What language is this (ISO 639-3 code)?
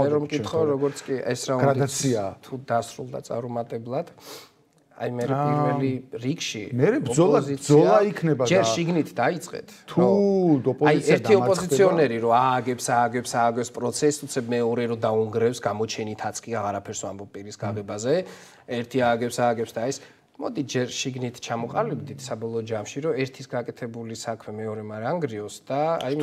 kat